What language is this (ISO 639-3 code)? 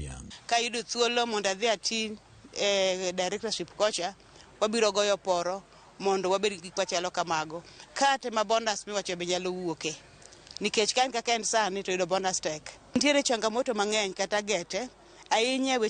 luo